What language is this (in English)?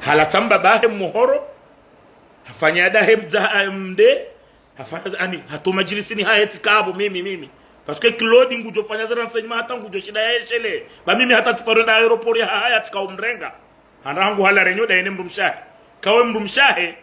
Ngazidja Comorian